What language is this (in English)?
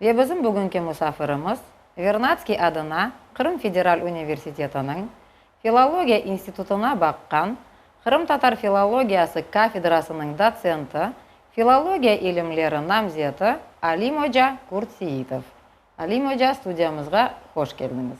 Crimean Tatar